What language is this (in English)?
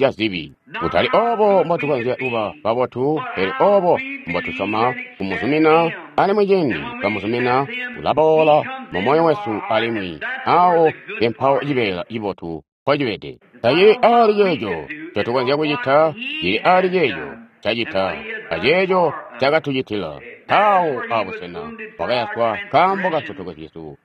Tonga (Zambia)